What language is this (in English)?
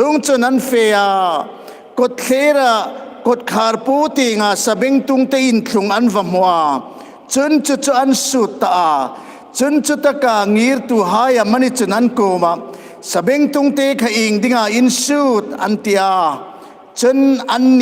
Hmar